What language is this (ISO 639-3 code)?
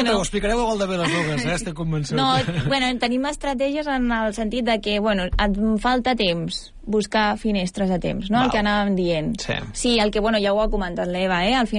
cat